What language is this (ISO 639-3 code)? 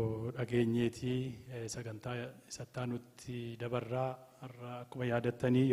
orm